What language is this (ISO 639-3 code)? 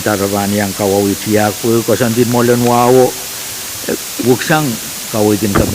pon